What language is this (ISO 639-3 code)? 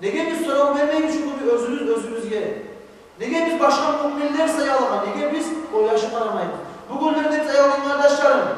kum